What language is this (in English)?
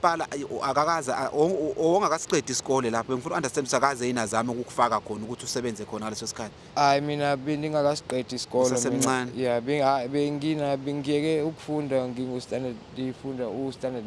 Zulu